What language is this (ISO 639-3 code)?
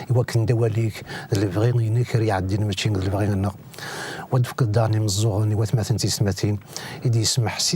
kab